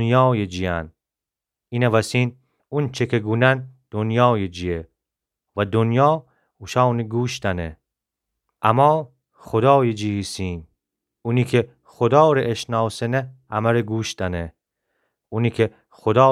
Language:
Gilaki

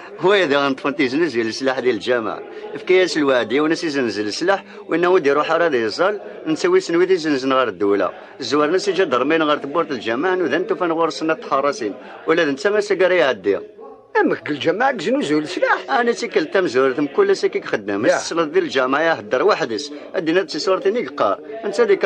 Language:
Kabyle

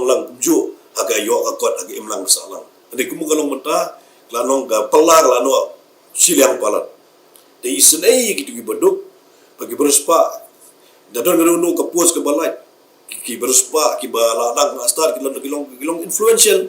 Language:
Khasi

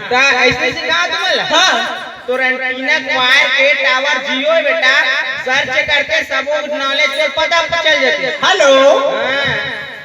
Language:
Chhattisgarhi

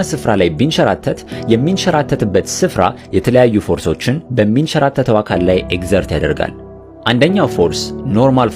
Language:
Amharic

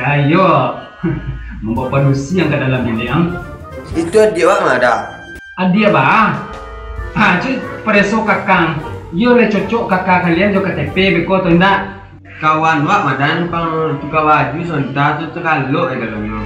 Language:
Minangkabau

